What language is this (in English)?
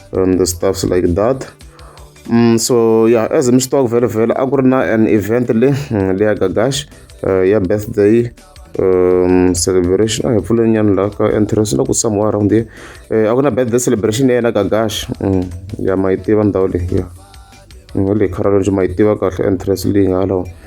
Tsonga